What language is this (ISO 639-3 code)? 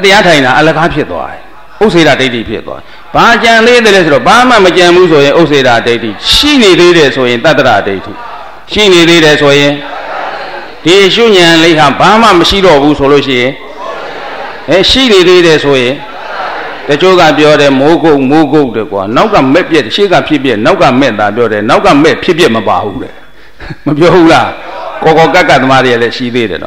mya